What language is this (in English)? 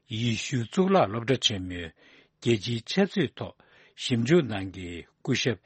Tibetan